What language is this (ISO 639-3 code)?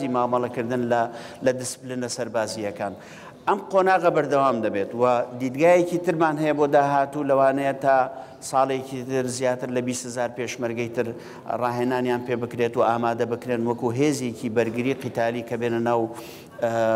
ckb